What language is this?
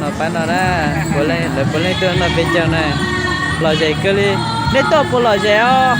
Hmong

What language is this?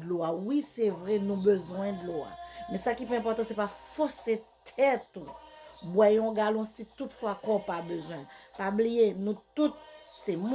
Haitian Creole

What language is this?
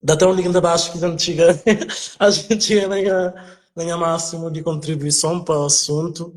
Kabuverdianu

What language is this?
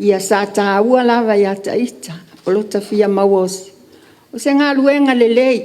Samoan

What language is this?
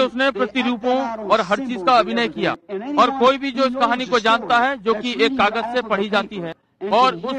Hindi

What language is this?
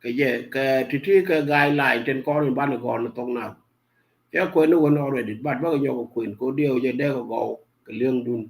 Nuer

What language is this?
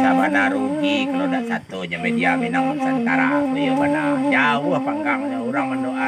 Minangkabau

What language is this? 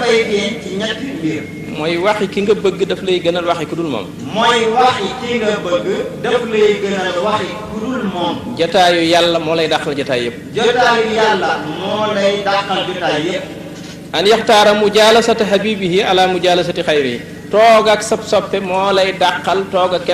Wolof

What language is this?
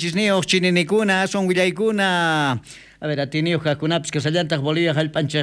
South Bolivian Quechua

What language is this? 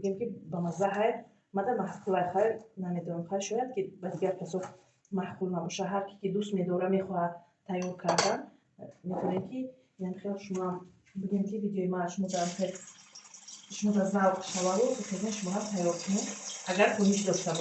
Tajik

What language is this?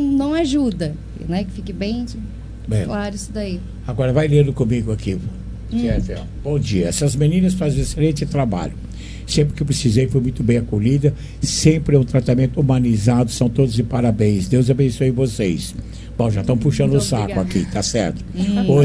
Portuguese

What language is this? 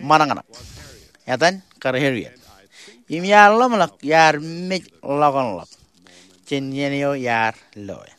Marshallese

